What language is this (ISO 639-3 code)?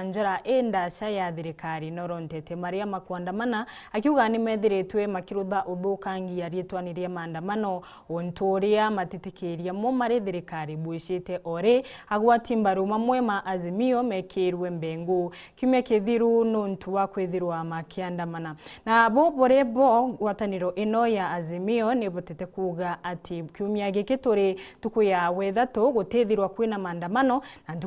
mer